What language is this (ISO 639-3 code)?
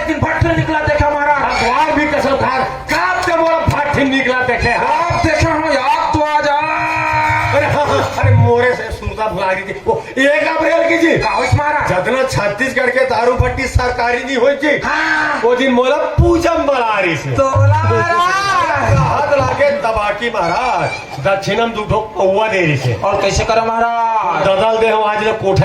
hne